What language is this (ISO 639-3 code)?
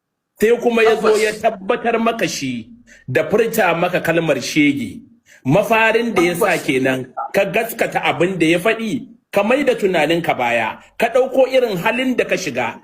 hau